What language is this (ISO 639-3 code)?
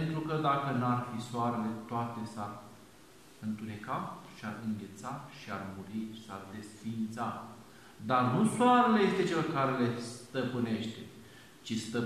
ron